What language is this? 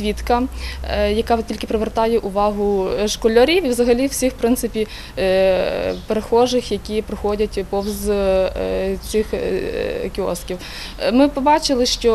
Ukrainian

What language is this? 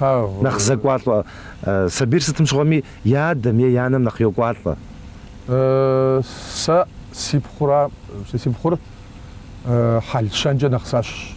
Kabardian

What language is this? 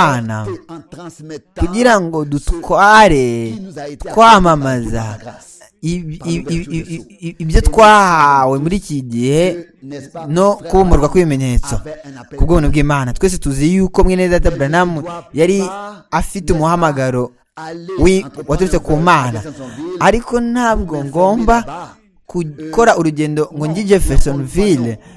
Kinyarwanda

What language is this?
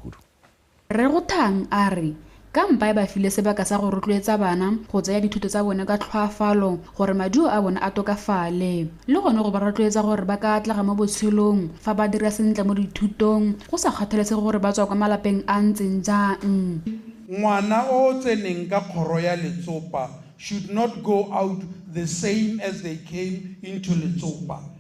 Tswana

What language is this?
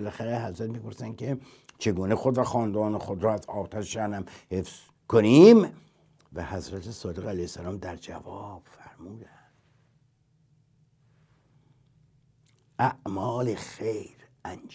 Persian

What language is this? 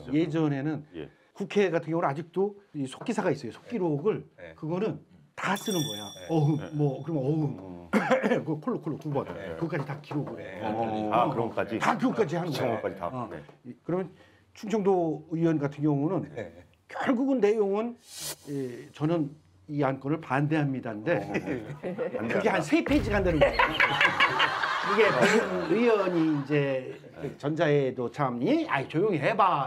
Korean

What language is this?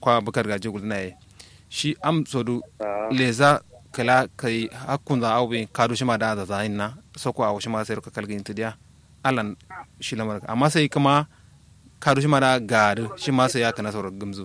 Kanuri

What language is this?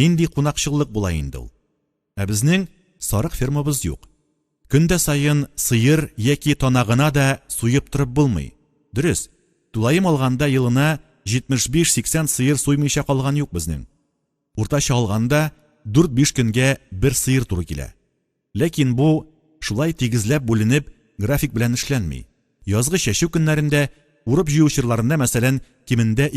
Tatar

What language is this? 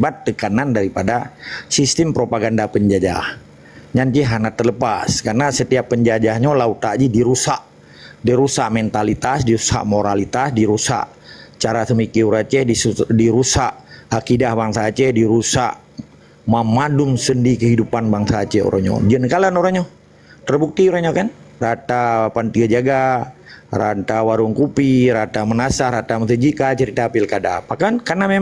Achinese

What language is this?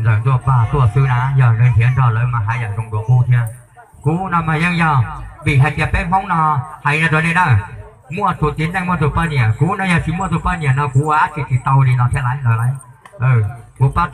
Hmong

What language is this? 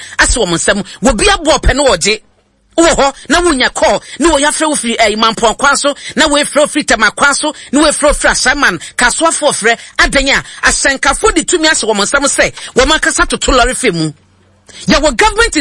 Akan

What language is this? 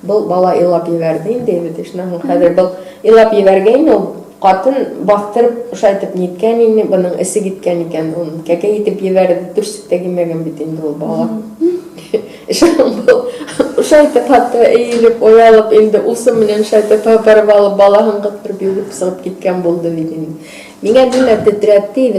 Bashkir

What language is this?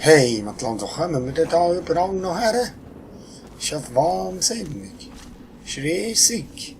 Swiss German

